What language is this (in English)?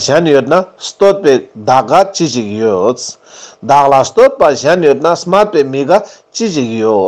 Ladakhi